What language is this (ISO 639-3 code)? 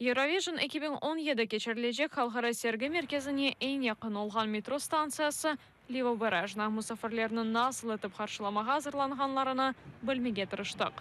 crh